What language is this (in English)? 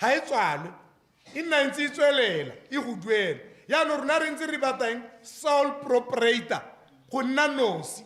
Tswana